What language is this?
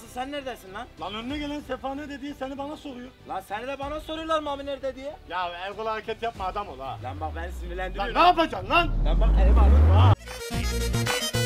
Turkish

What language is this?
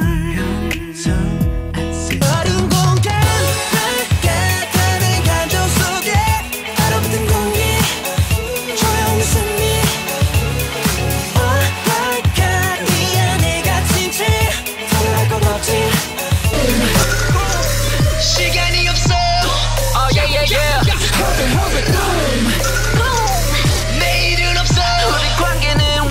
Korean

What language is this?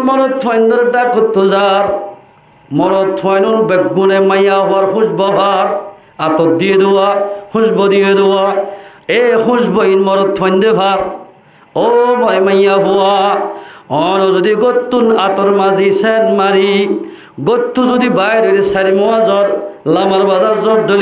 Rohingya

